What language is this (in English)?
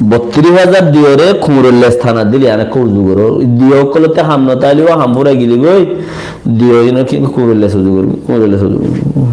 Rohingya